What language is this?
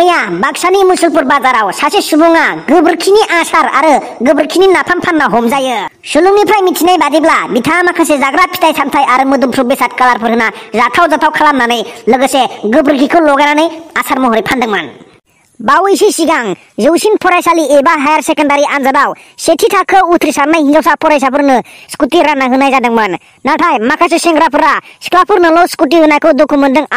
Bodo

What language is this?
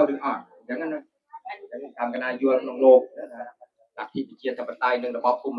Khmer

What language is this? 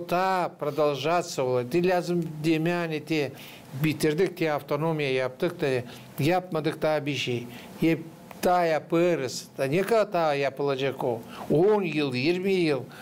Gagauz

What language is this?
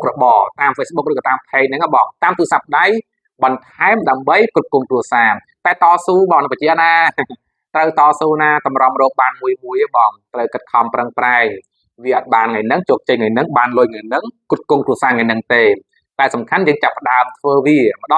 Khmer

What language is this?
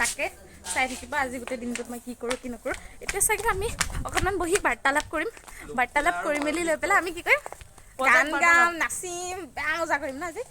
Assamese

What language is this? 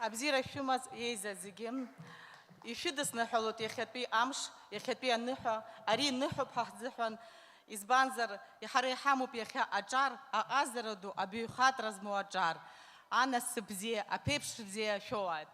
Abkhazian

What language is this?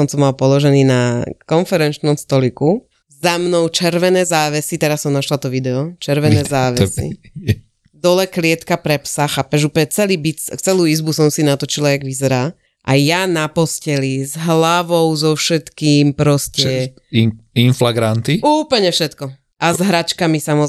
Slovak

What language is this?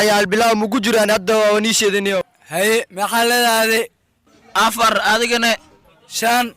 Somali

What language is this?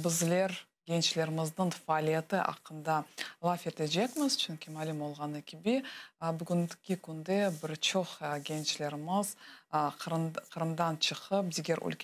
Crimean Tatar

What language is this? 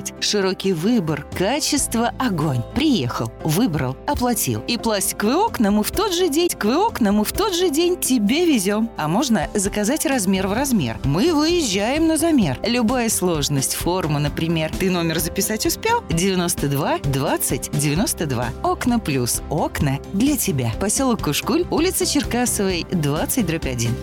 Russian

